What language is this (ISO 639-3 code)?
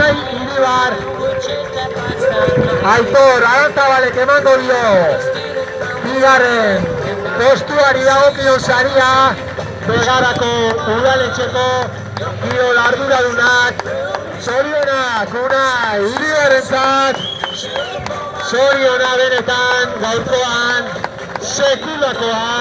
eus